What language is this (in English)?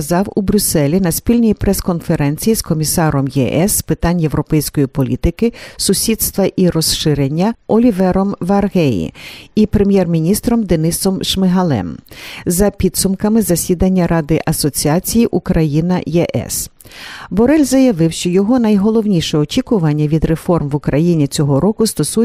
Ukrainian